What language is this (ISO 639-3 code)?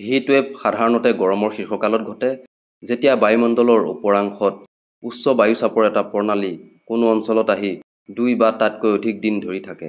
asm